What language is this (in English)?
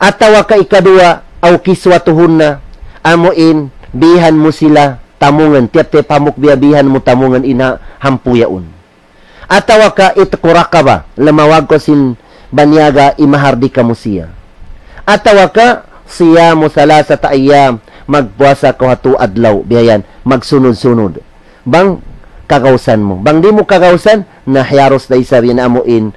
Tausug